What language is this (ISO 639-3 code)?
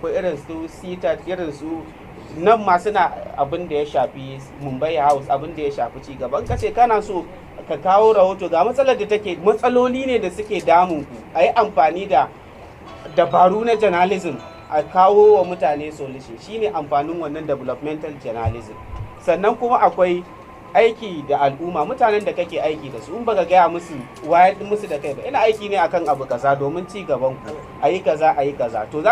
hau